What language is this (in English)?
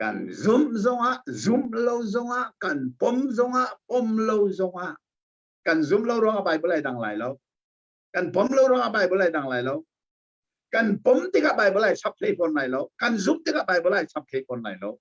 Hakha Chin